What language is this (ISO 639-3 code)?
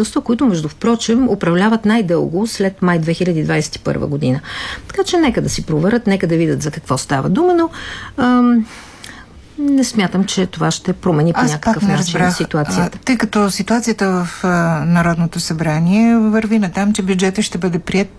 bul